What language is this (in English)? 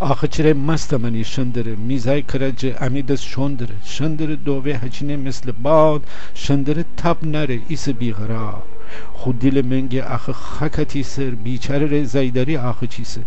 Gilaki